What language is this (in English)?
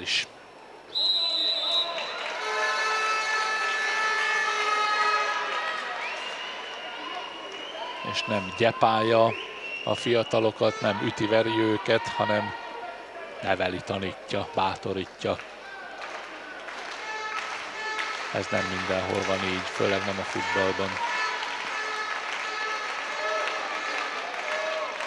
Hungarian